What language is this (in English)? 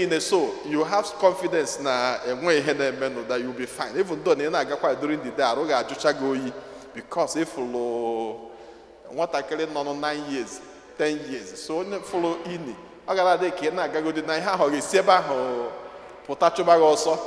Igbo